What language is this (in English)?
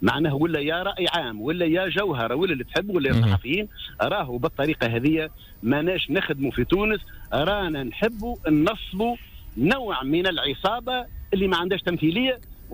Tunisian Arabic